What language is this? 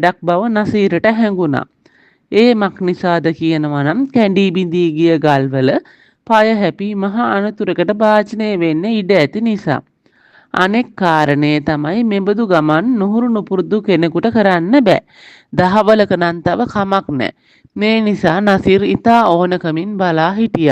Sinhala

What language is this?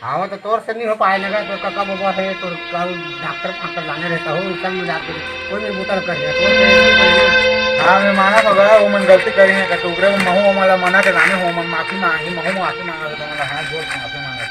Chhattisgarhi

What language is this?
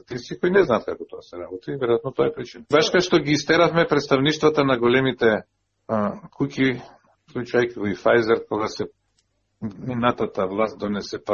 Macedonian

